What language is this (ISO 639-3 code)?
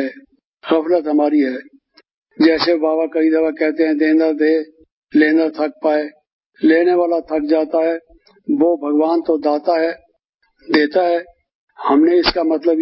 hin